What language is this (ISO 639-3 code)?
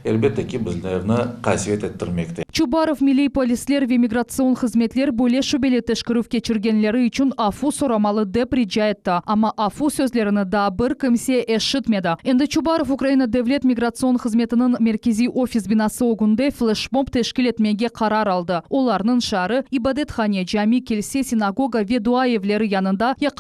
crh